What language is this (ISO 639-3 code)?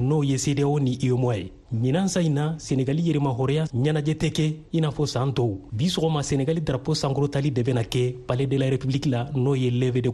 bam